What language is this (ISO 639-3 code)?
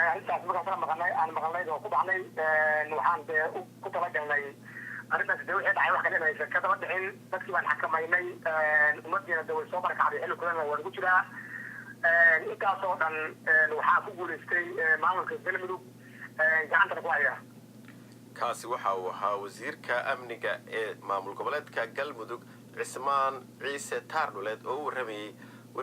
som